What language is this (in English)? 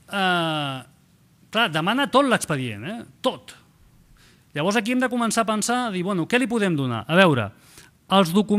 Catalan